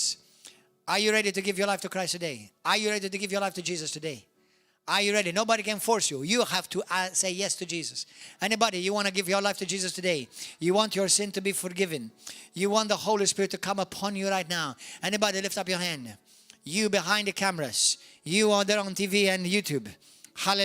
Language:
English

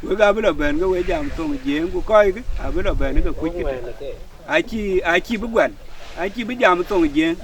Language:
Dinka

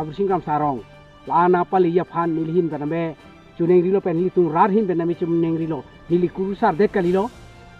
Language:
Karbi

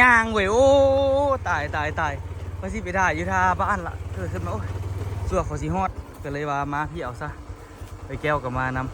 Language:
Lao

